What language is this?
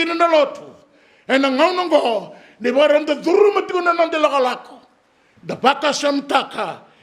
Fijian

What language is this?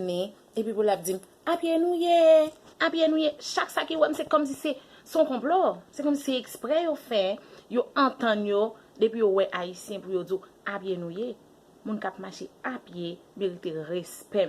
Haitian Creole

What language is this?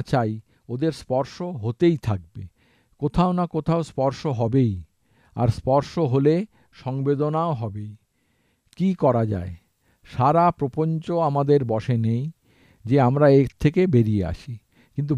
Bangla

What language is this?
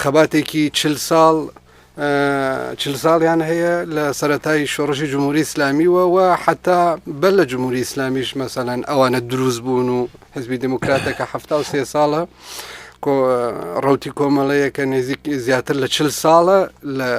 Central Kurdish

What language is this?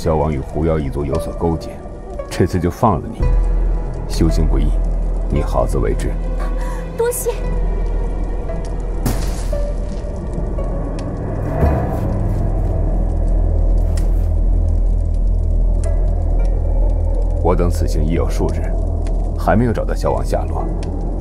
Chinese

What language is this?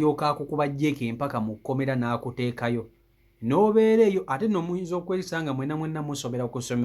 Ganda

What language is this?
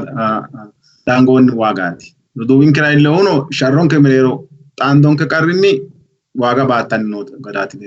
Sidamo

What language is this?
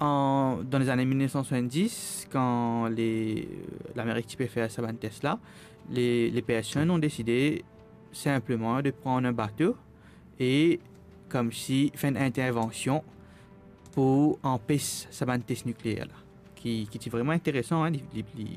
Morisyen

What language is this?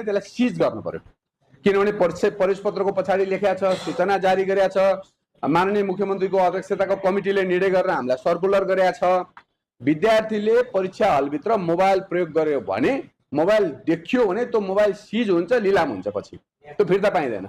Nepali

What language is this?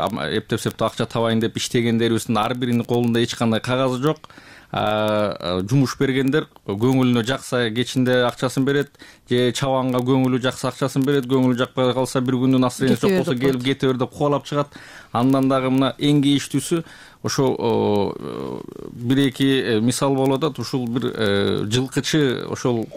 Kyrgyz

